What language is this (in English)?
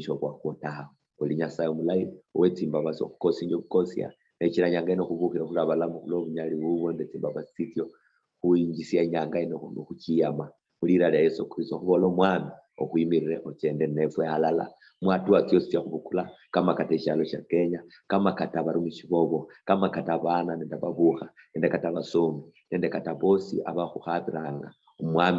Luyia